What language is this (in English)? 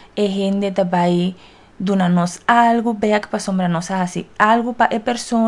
Papiamento